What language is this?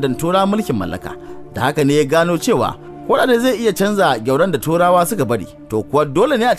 Hausa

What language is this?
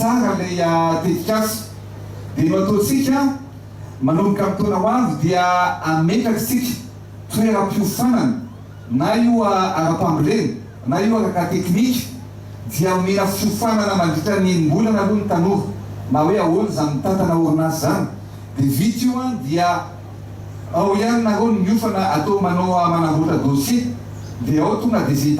Malagasy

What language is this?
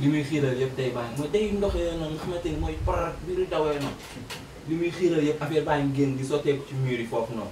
Wolof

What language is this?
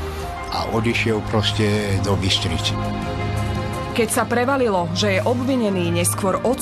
Slovak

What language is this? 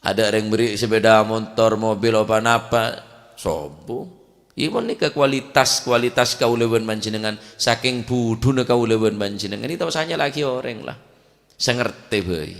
Madurese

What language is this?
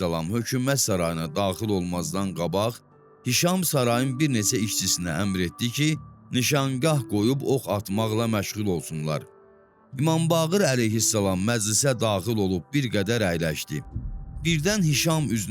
Azerbaijani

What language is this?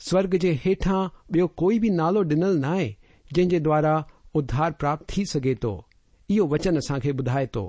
Sindhi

